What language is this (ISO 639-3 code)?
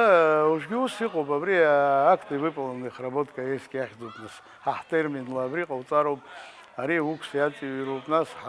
abk